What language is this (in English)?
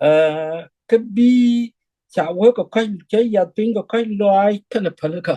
Nuer